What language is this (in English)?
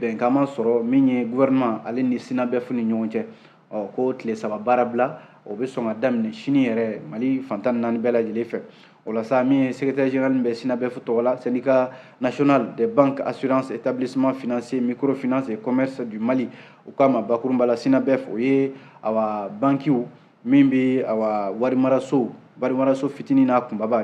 Bambara